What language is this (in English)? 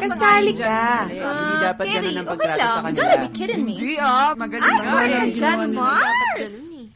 Filipino